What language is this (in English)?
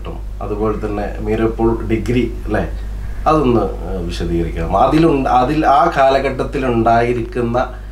Malayalam